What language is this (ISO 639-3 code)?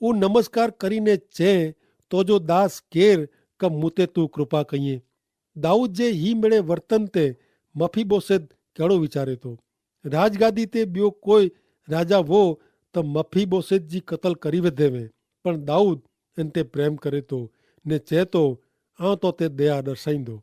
kfr